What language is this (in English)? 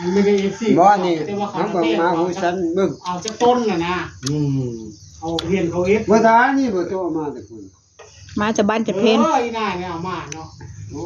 Northeastern Thai